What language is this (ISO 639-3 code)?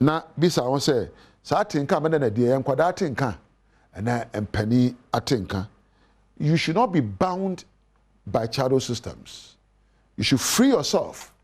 aka